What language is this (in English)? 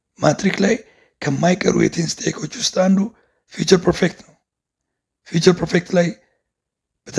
Amharic